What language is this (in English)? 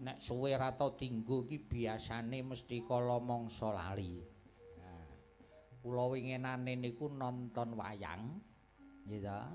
Javanese